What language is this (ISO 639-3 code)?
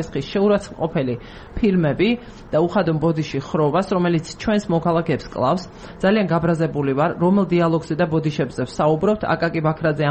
kat